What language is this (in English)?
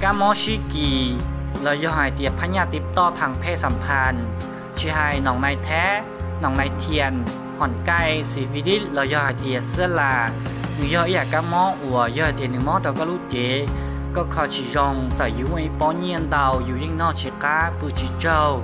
Hmong